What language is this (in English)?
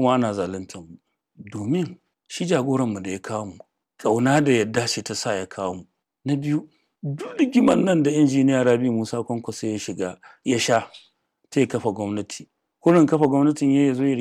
Hausa